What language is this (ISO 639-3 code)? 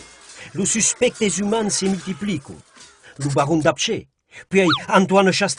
oci